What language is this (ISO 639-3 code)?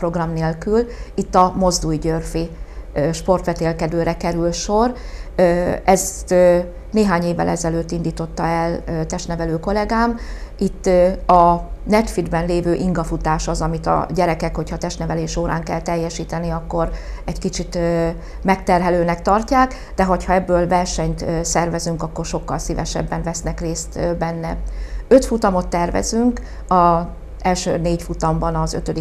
hun